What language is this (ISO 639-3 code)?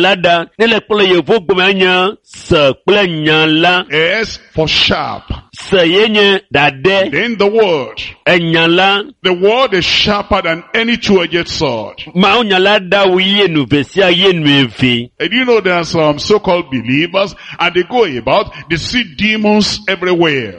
ewe